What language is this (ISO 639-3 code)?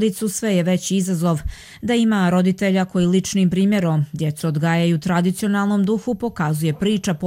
hrv